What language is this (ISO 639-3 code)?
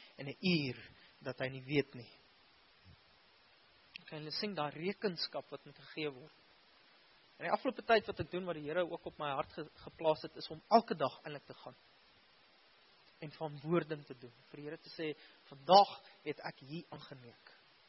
afr